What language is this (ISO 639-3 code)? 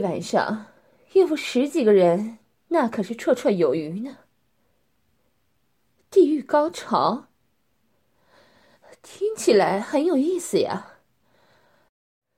zho